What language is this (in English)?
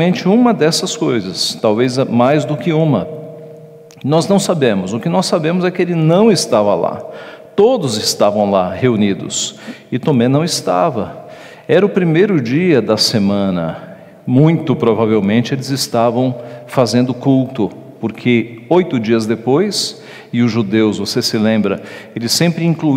Portuguese